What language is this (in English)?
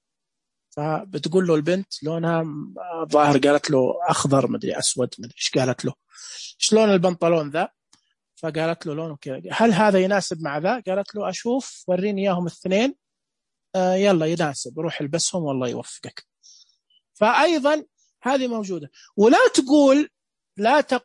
Najdi Arabic